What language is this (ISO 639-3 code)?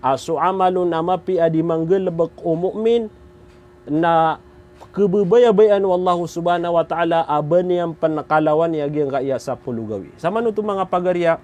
mrw